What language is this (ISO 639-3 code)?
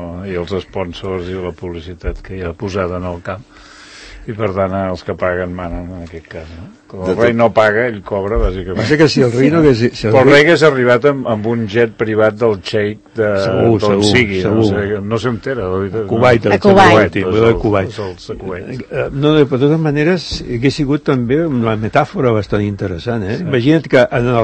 cat